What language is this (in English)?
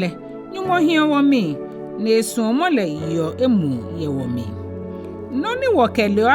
Ga